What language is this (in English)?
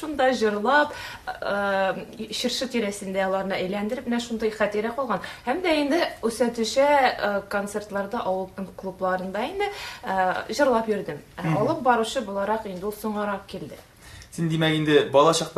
Tatar